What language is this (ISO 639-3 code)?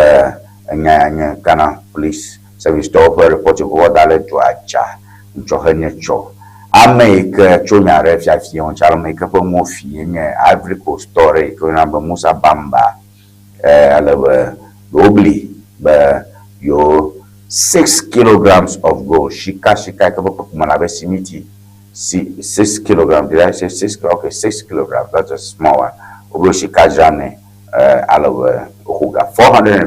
ewe